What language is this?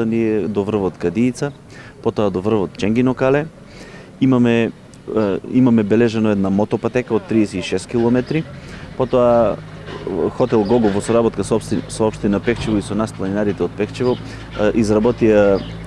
Macedonian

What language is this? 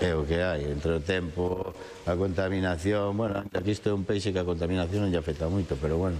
Galician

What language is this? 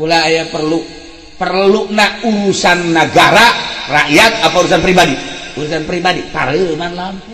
Sundanese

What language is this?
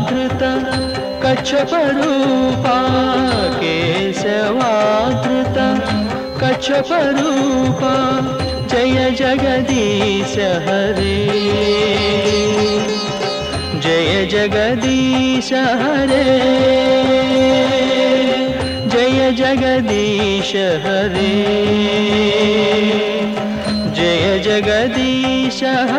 Sanskrit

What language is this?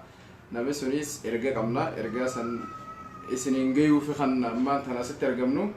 Oromo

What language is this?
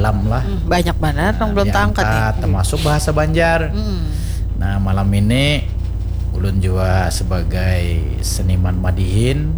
Banjar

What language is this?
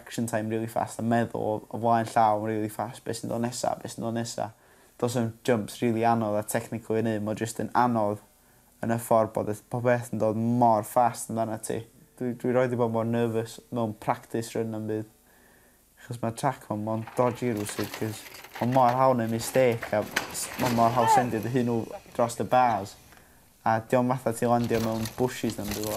Welsh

